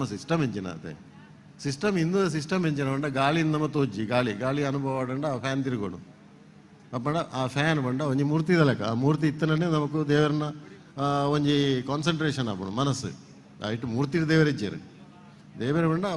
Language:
Tulu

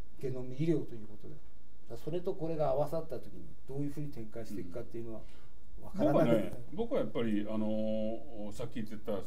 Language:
Japanese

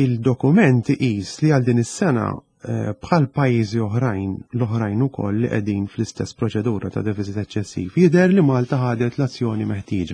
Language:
Maltese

